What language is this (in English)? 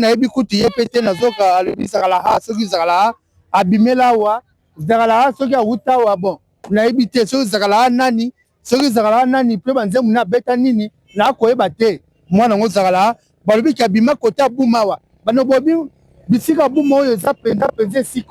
Lingala